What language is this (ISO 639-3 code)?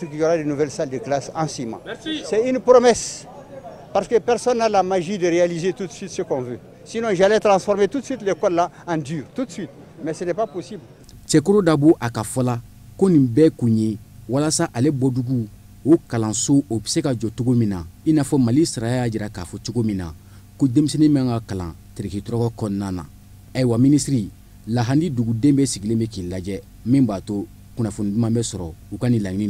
bam